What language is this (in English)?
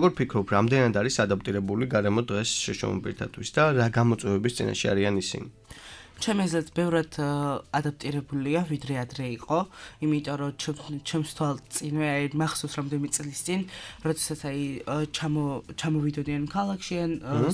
Georgian